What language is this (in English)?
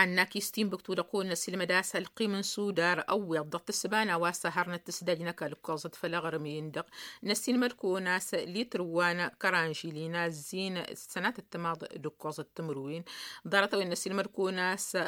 Tamasheq